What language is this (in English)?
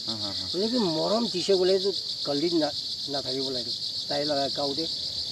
Naga Pidgin